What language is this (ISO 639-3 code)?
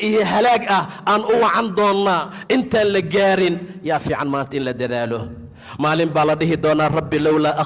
som